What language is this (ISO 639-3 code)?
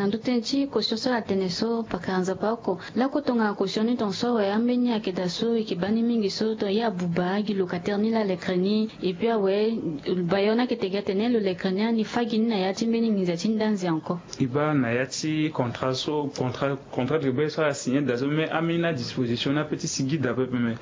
sag